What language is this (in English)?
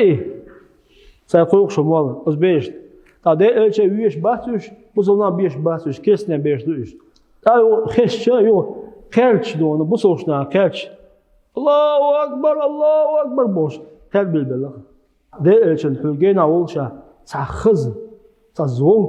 Chechen